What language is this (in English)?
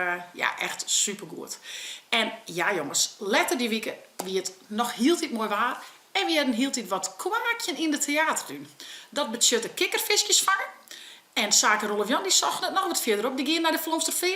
Western Frisian